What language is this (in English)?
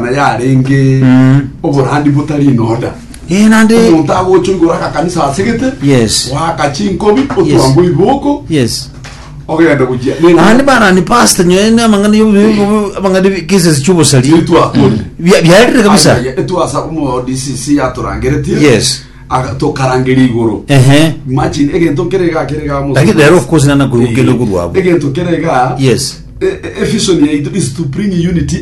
Gusii